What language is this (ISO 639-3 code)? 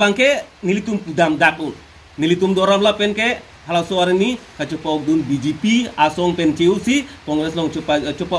mjw